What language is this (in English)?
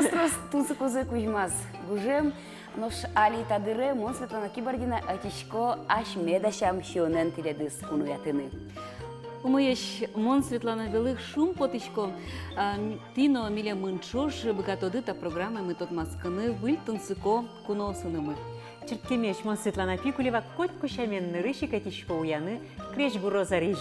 Udmurt